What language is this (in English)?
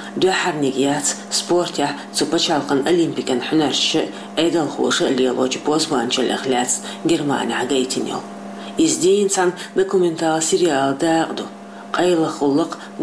Chechen